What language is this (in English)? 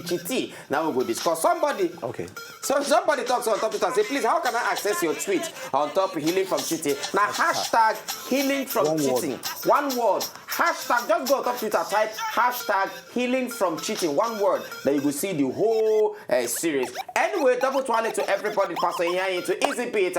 Nigerian Pidgin